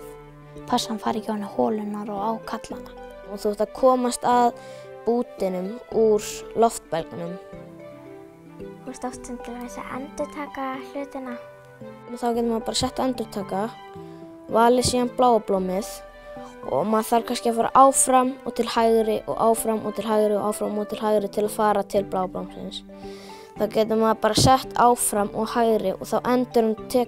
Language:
Icelandic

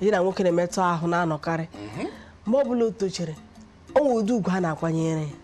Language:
Igbo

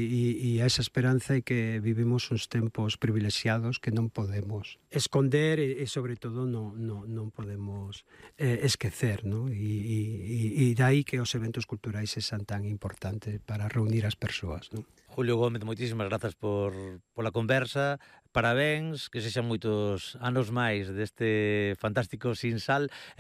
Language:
Galician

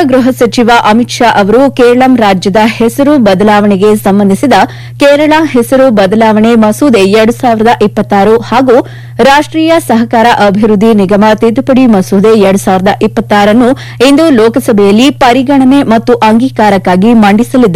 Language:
Kannada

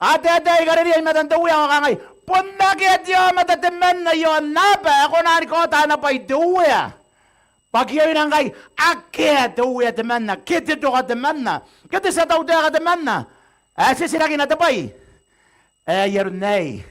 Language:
Gilbertese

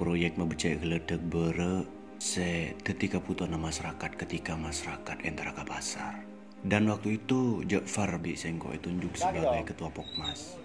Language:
Madurese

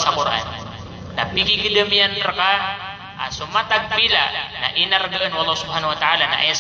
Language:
Maranao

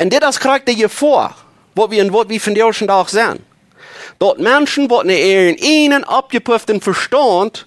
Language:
Plautdietsch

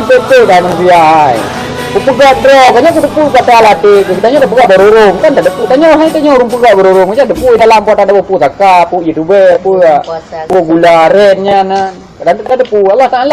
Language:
Achinese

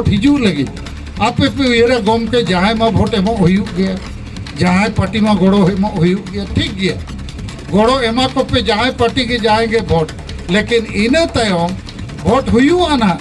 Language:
Santali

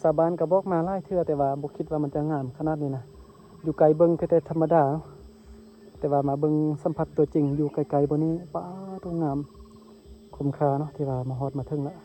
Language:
Lao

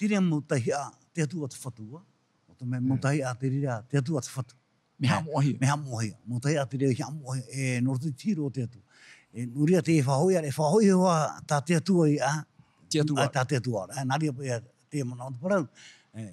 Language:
Tahitian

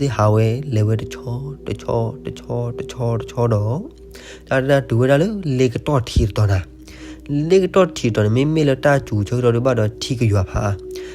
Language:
S'gaw Karen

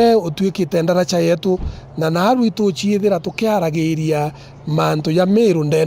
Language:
Meru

